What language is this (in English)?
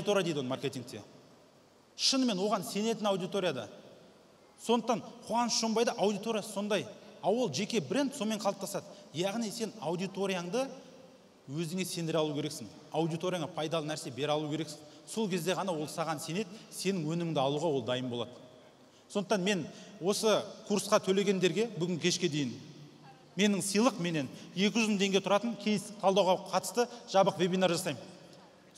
Kazakh